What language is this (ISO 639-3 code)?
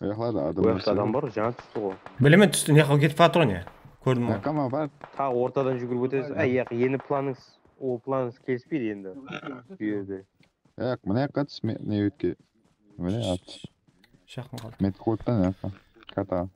kaa